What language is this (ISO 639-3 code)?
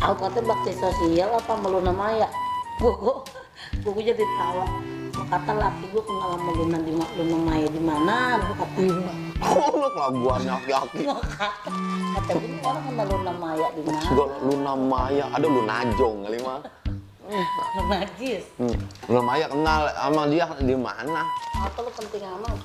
bew